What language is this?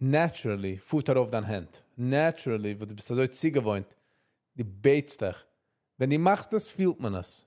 Yiddish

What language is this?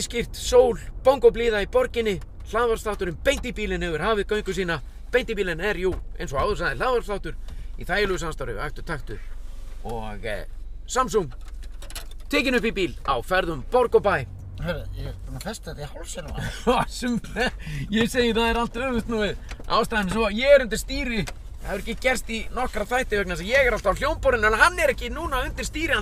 Icelandic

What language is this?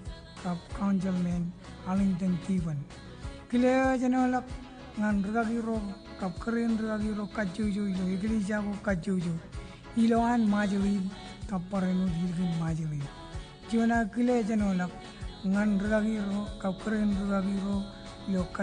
Marshallese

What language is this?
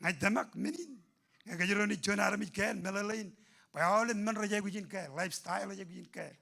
Marshallese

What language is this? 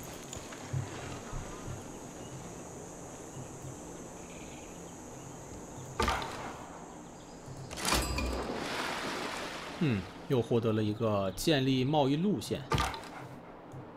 Chinese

